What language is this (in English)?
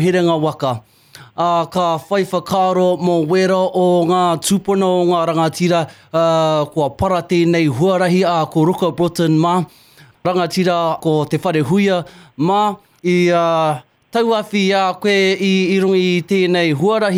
Māori